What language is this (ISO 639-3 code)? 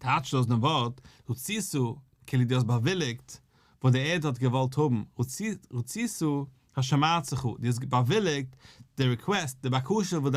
yid